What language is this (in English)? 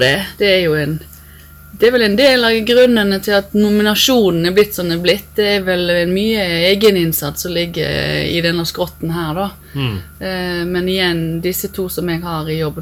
Norwegian